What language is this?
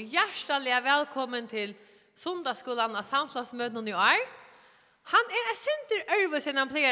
Faroese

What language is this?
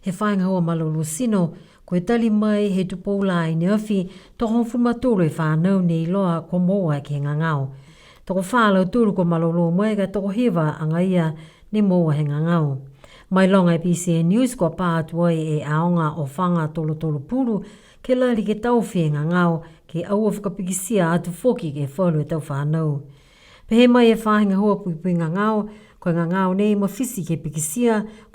Niuean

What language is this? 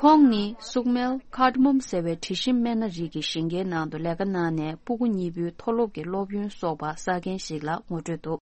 Tibetan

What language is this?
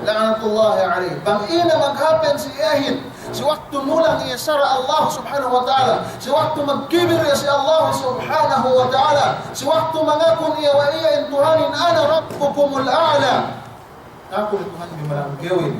Yakan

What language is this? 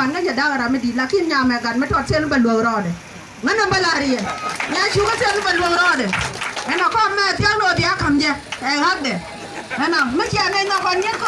Nuer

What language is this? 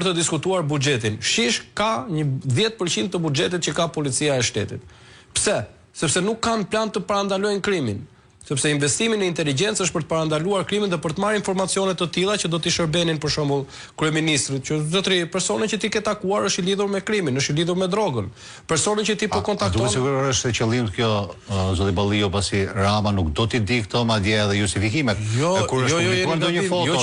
Albanian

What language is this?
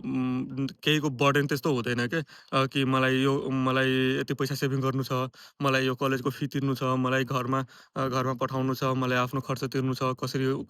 Nepali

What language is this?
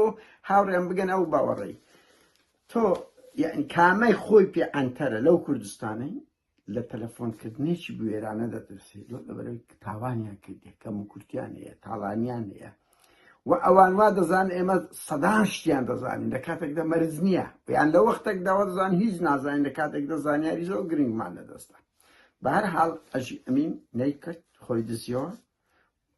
Central Kurdish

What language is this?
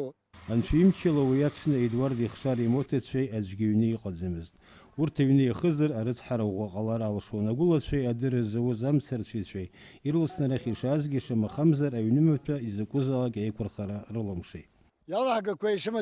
Abkhazian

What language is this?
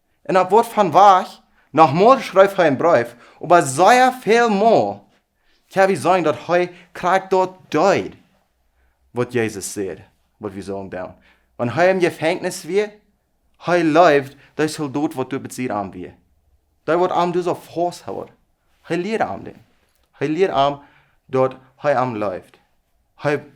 Plautdietsch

